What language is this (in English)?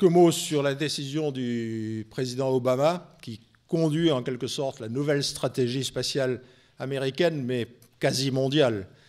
French